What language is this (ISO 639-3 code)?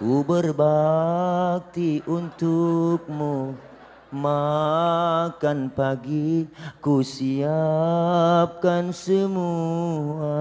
bew